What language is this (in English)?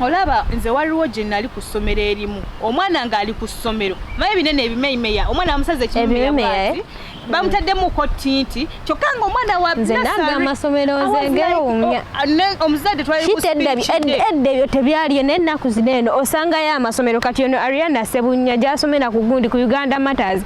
Ganda